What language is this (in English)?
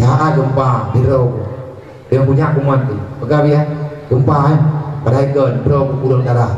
Achinese